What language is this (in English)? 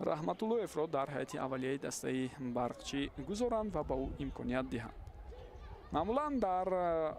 Tajik